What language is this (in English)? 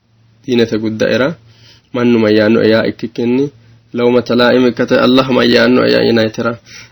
Sidamo